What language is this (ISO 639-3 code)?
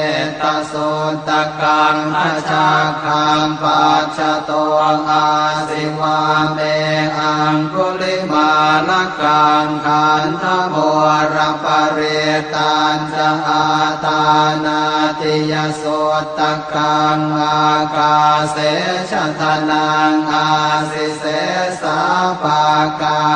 pli